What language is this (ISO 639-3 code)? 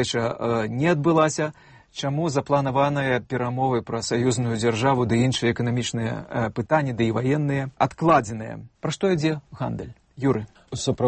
bel